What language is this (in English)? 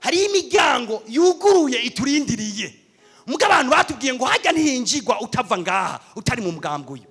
Rundi